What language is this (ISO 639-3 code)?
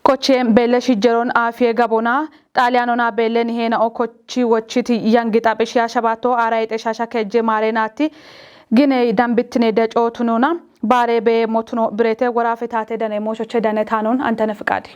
kbr